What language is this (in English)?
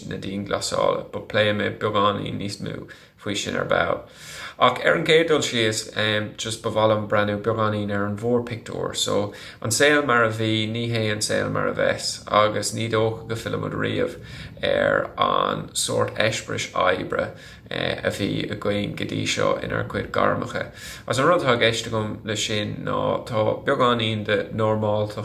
Irish